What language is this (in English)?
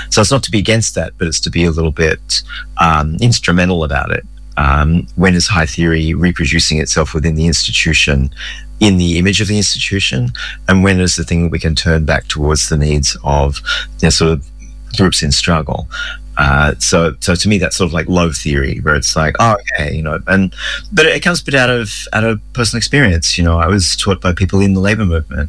English